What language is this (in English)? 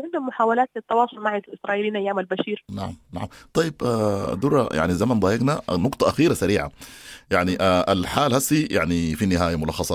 Sudanese Arabic